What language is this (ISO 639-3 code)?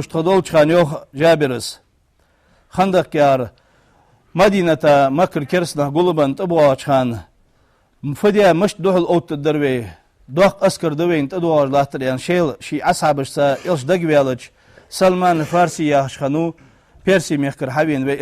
inh